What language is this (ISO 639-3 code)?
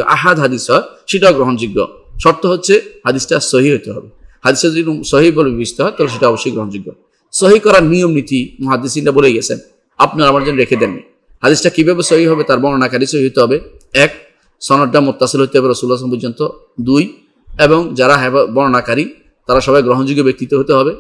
ben